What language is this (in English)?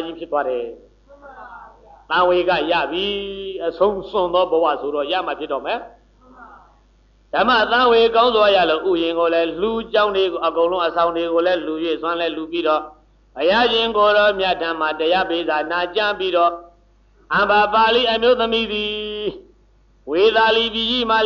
Burmese